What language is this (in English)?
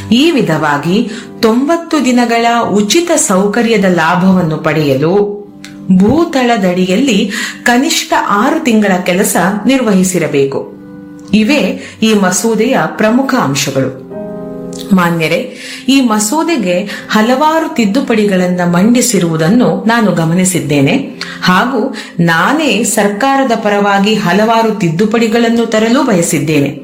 Kannada